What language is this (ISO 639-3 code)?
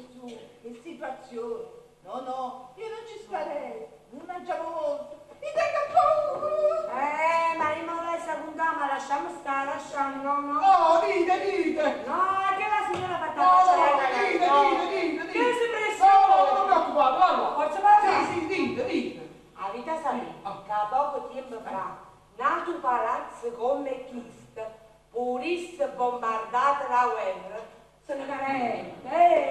nap